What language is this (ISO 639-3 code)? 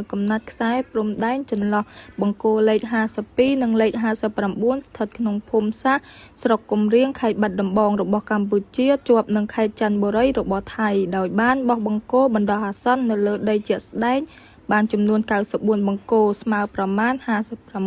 khm